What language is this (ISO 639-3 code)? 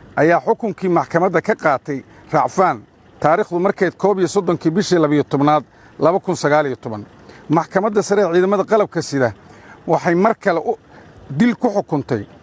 som